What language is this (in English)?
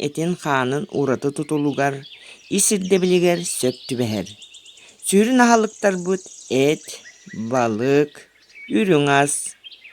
Yakut